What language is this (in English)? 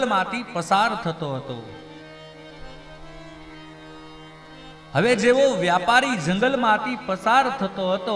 Gujarati